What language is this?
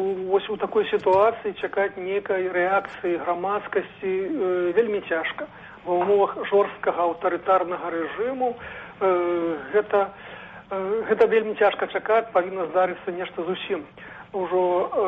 Belarusian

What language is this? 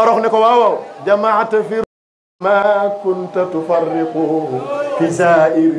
Wolof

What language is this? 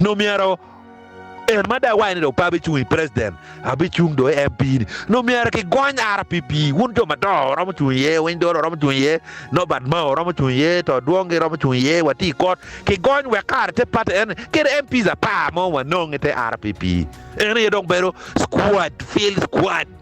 Acoli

